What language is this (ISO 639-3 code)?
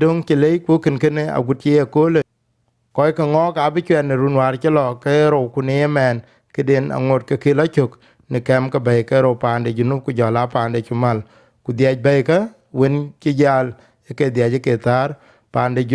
din